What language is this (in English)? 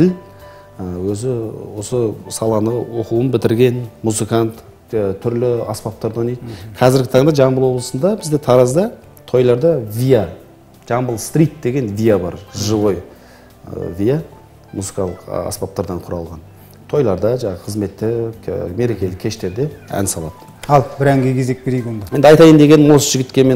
Kazakh